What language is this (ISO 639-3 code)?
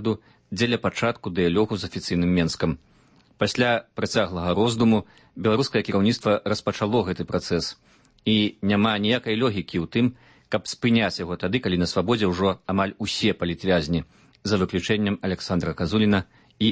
bel